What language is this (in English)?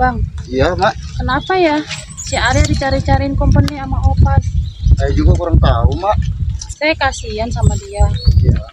Betawi